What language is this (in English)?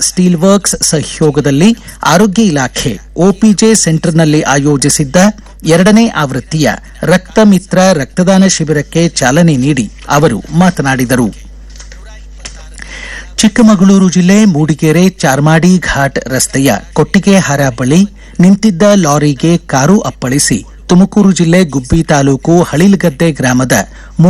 Kannada